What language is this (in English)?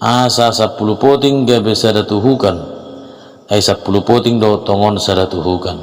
Batak Toba